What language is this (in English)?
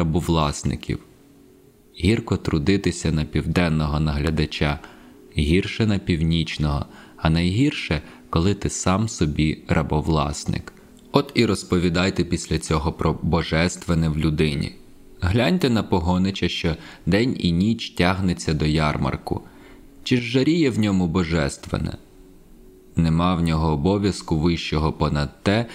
Ukrainian